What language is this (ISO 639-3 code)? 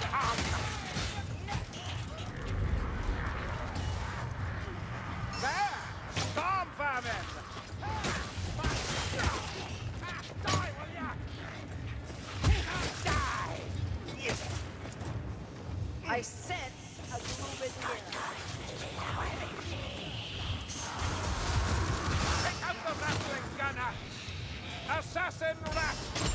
eng